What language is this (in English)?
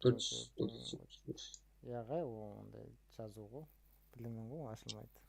Kara-Kalpak